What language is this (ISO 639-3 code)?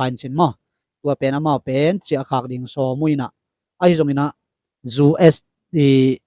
ctd